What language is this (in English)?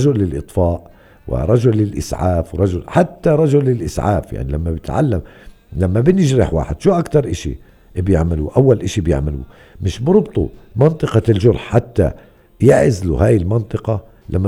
North Levantine Arabic